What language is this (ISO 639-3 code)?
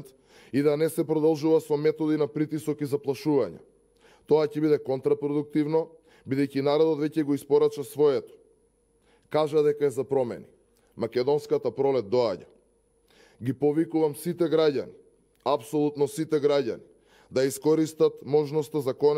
mkd